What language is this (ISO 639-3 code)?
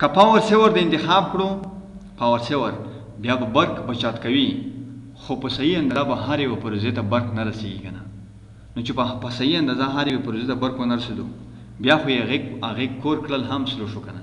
pus